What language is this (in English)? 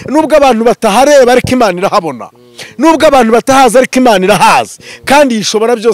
Kinyarwanda